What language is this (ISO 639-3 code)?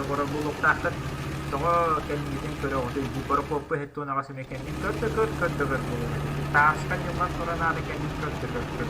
sah